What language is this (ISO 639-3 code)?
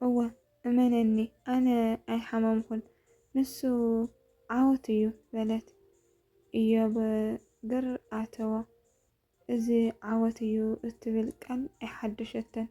tir